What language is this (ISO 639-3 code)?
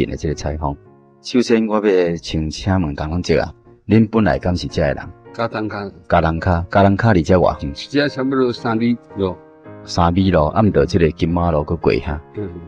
nan